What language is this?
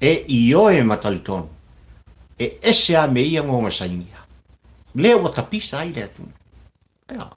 Samoan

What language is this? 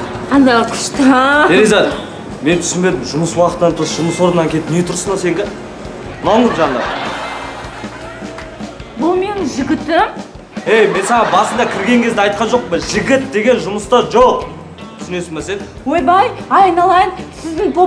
Kazakh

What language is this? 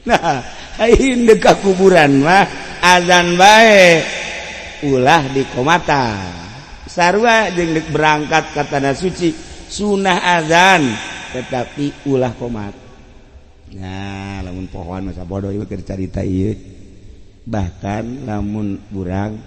Sundanese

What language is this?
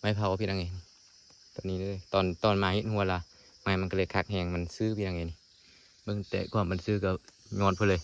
Lao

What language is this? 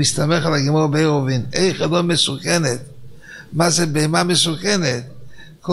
Hebrew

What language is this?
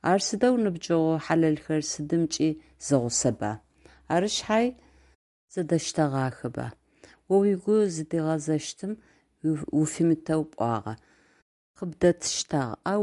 Adyghe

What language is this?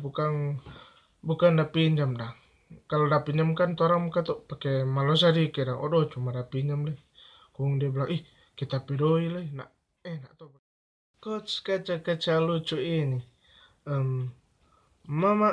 Manado Malay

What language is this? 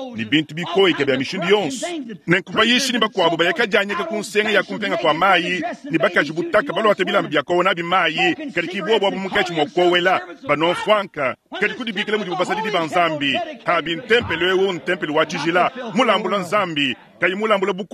Luba-Lulua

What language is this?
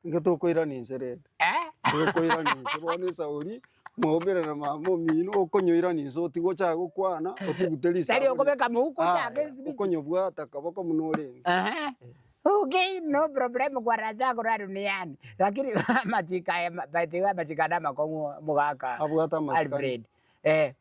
Gusii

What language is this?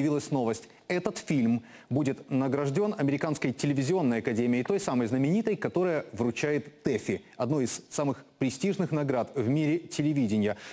Russian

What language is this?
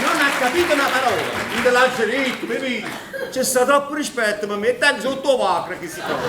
Neapolitan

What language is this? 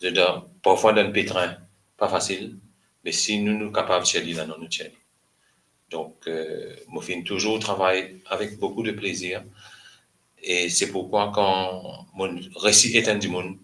Morisyen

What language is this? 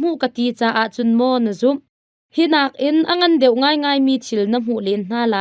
Hakha Chin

